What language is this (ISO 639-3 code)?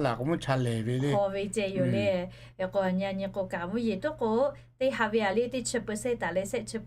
lhu